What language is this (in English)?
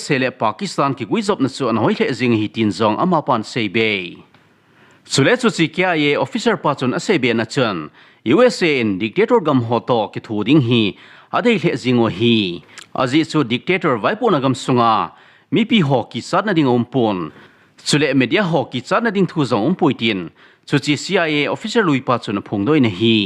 Thado Chin